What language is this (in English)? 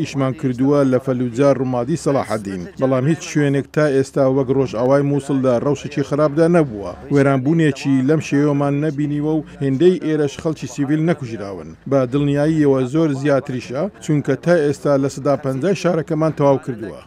Central Kurdish